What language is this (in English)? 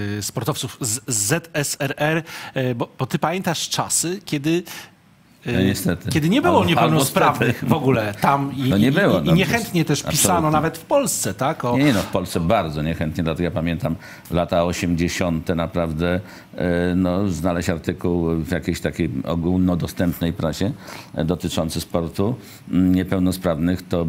Polish